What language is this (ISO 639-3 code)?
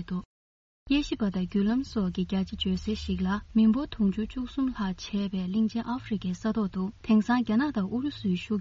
bod